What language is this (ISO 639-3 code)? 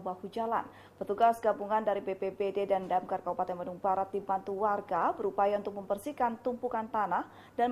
ind